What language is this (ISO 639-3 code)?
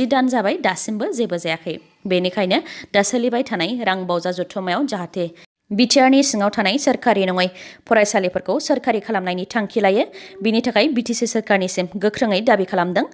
brx